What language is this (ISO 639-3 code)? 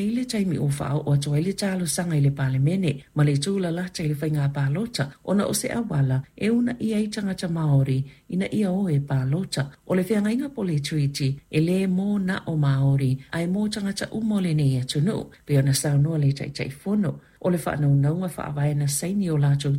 smo